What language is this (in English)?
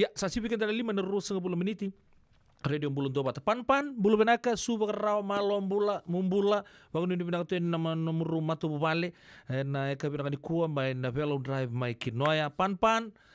Fijian